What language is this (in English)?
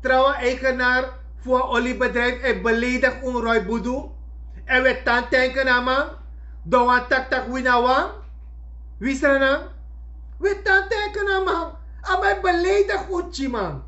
Sranan Tongo